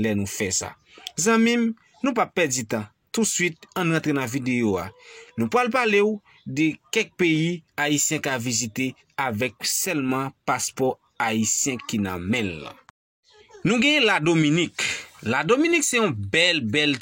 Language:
Haitian Creole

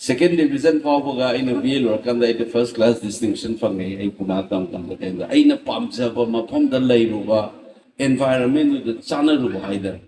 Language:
Manipuri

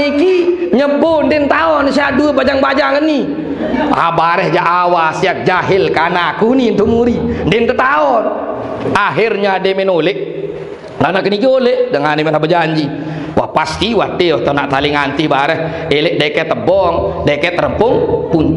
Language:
Sasak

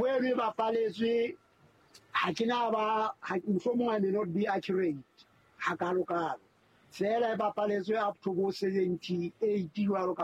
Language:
Southern Sotho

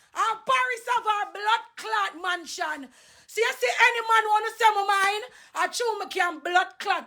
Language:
Jamaican Creole English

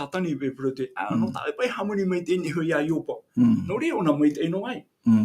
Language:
Tahitian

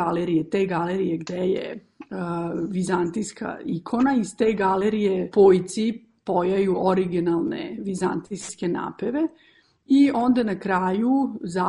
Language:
Serbian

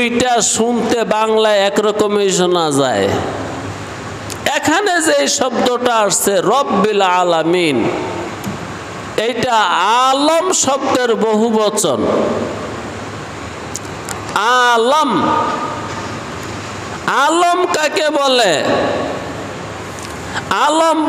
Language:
Bangla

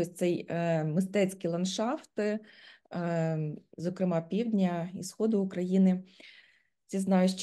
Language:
Ukrainian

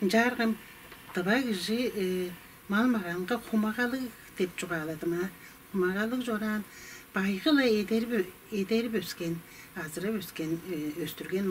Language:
Tuvinian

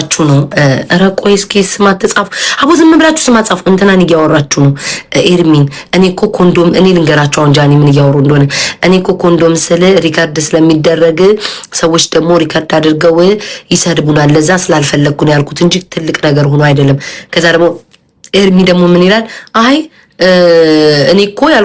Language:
Amharic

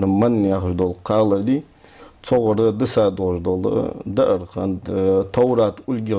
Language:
Ingush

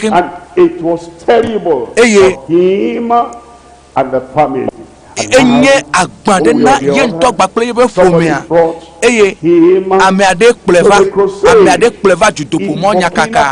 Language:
Ewe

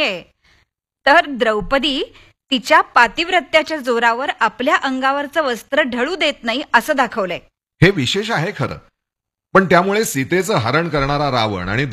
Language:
Marathi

